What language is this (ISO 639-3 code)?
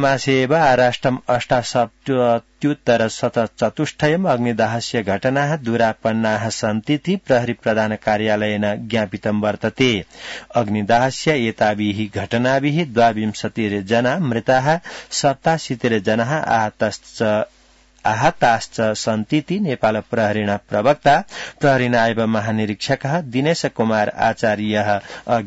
san